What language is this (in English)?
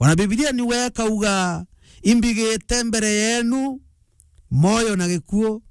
Meru